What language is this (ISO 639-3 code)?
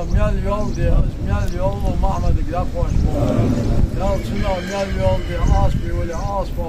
inh